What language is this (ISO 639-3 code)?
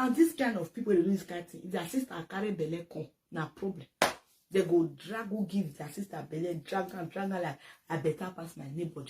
pcm